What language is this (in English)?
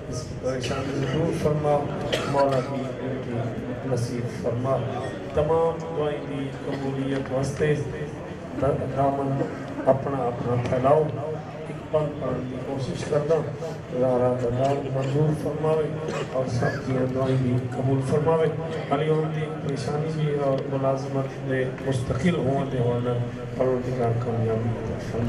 Urdu